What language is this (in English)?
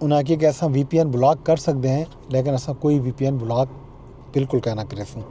Saraiki